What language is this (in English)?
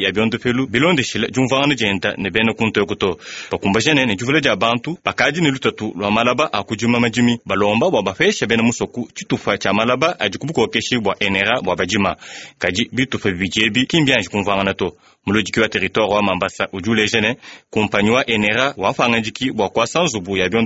Luba-Lulua